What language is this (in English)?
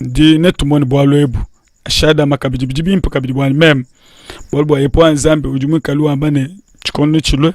Luba-Lulua